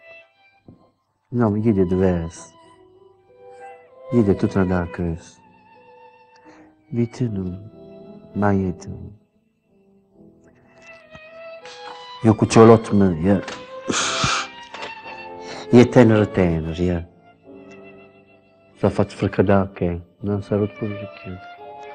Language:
Italian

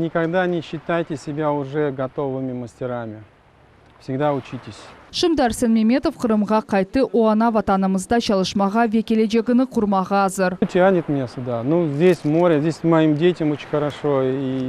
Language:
Crimean Tatar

